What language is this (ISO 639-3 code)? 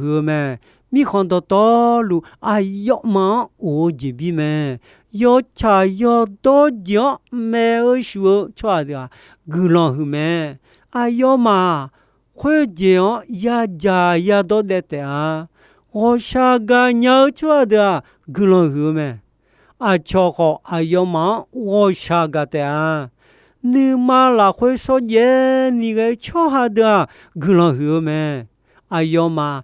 ahk